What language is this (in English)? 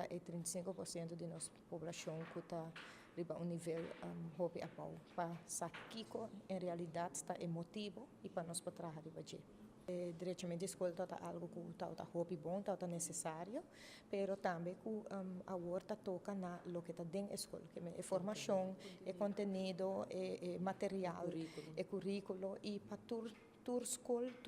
Papiamento